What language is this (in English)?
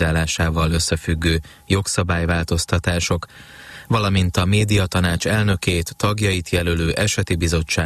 Hungarian